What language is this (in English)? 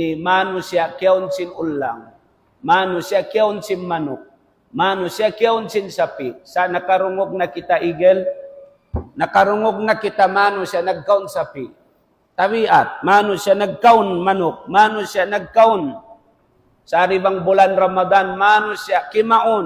Tausug